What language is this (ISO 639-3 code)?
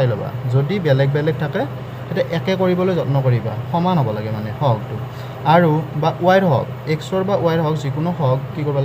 asm